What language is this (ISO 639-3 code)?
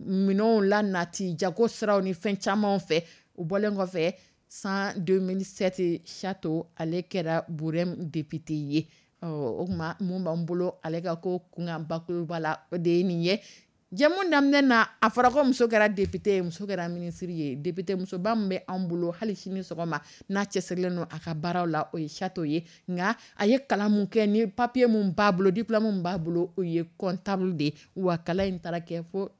dyu